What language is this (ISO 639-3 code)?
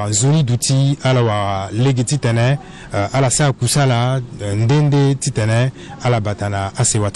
sag